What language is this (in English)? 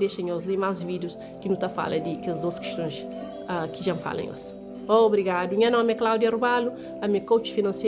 Kabuverdianu